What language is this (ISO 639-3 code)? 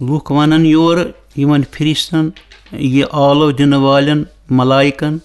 kas